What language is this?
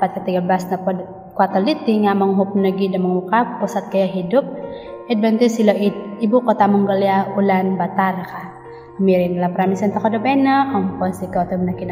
Central Dusun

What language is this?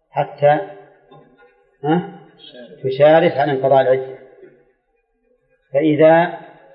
Arabic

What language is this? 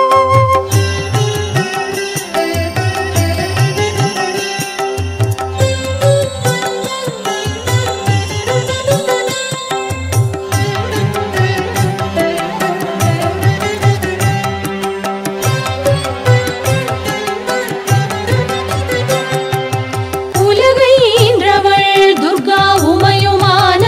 Tamil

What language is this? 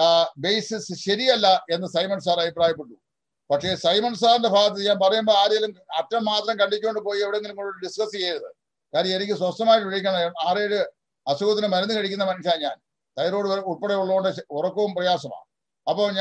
Malayalam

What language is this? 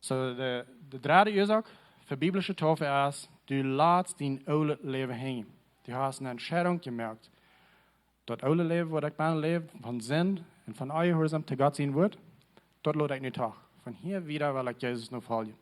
Plautdietsch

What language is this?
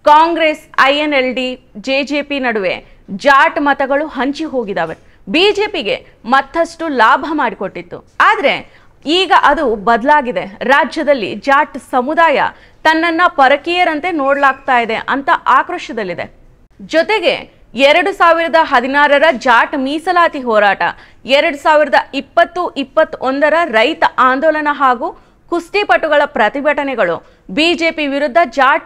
Kannada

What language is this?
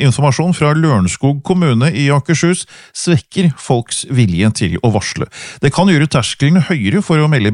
Norwegian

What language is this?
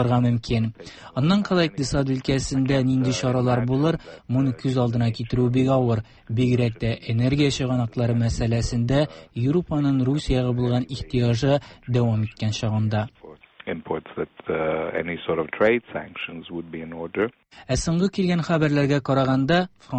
Tatar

